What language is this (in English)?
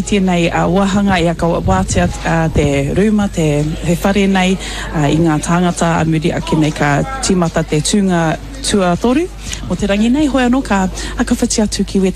Māori